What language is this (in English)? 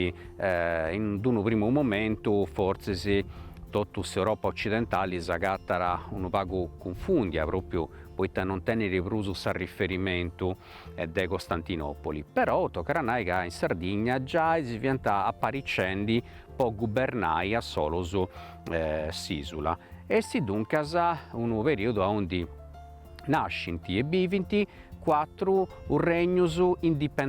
Sardinian